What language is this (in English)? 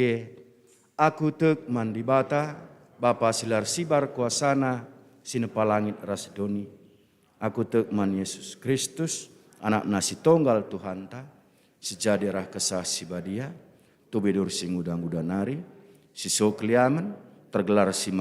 Batak Karo